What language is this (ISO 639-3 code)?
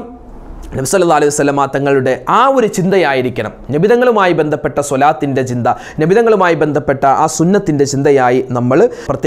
mal